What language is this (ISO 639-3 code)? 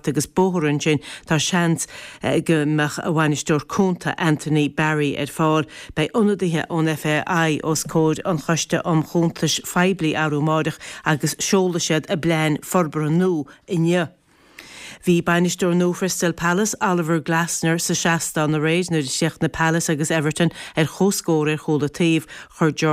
gle